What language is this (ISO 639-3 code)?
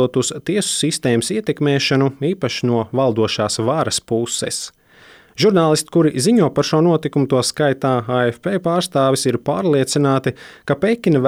lav